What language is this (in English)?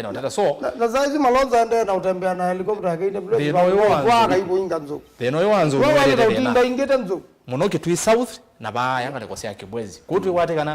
Kamba